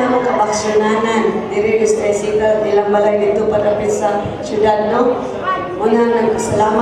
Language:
Cebuano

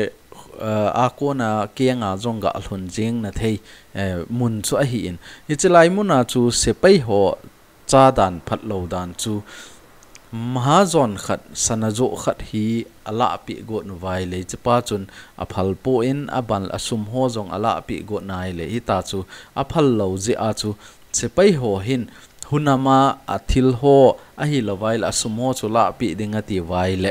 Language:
Thado Chin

